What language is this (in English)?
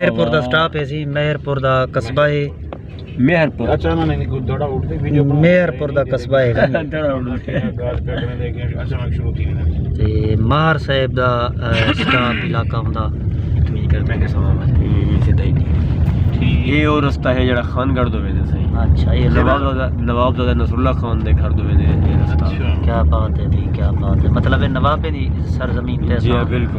Saraiki